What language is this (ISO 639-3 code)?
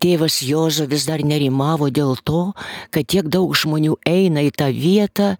lit